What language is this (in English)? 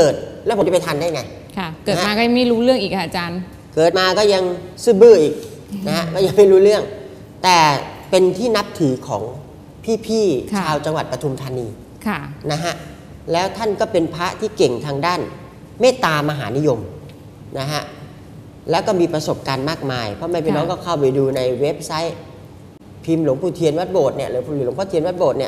Thai